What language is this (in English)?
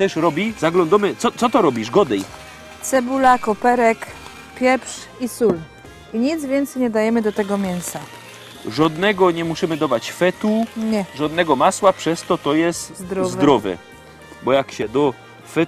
Silesian